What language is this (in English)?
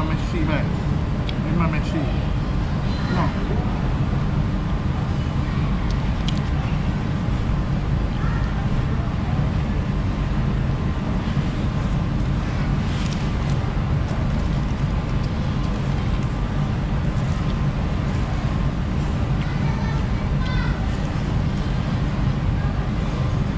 Malay